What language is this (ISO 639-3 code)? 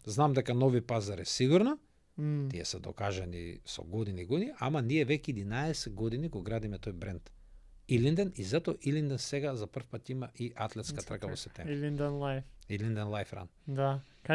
mkd